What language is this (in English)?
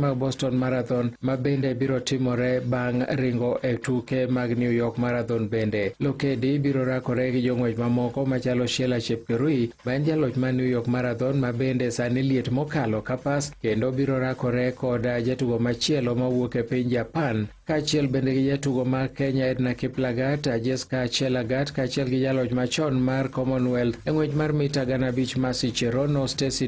Luo (Kenya and Tanzania)